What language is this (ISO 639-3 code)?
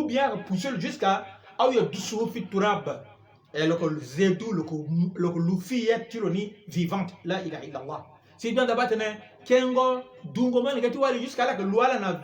sag